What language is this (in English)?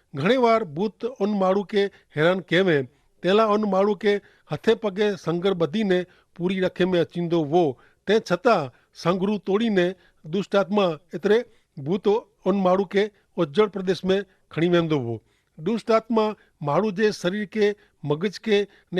Kachhi